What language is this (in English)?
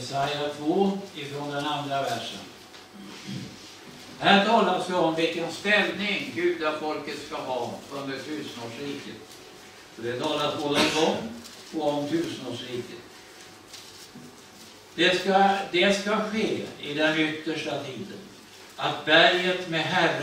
Swedish